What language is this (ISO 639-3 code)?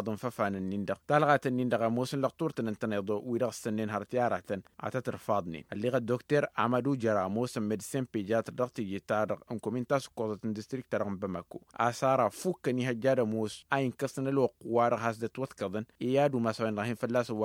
taq